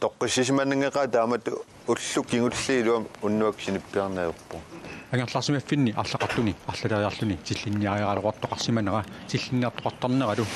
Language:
Kalaallisut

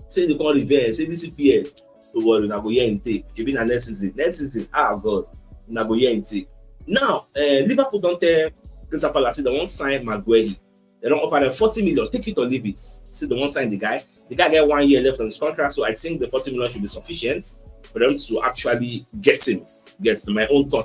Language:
Nigerian Pidgin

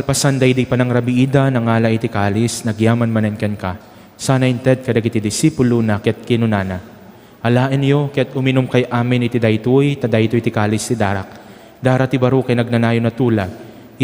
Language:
Iloko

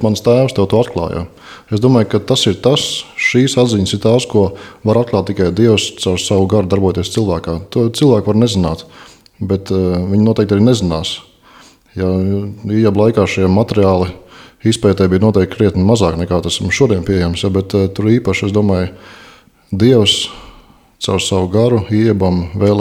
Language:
Latvian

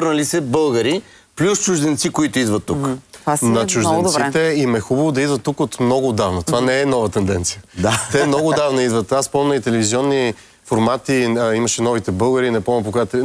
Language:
Bulgarian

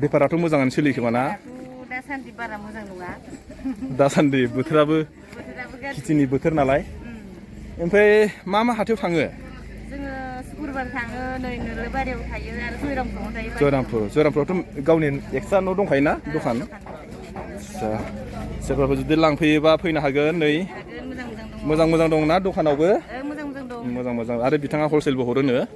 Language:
Bodo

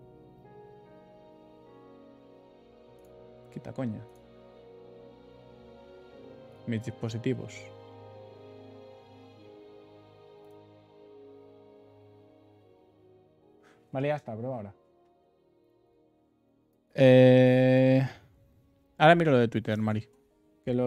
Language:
Spanish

